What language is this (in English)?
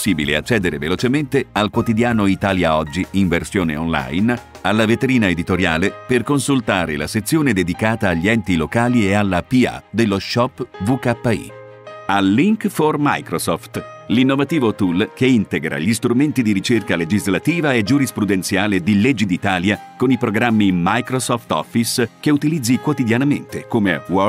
Italian